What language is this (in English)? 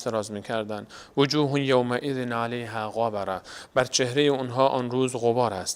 Persian